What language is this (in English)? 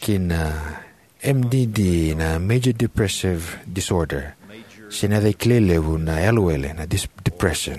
Fijian